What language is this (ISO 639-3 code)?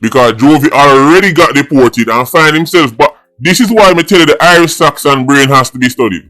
jam